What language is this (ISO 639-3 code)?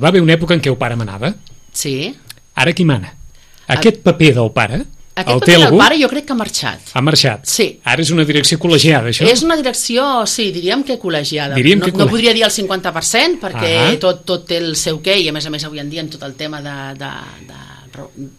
cat